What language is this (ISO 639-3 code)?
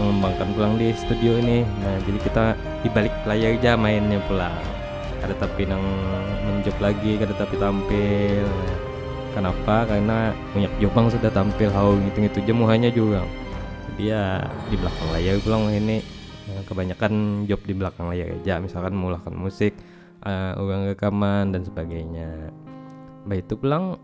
bjn